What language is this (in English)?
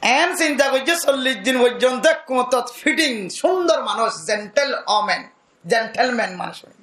Rohingya